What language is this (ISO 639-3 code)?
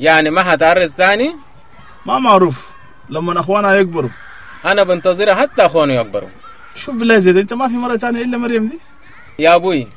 apd